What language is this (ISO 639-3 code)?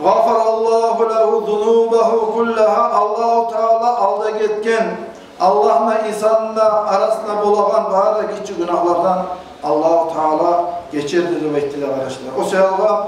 kum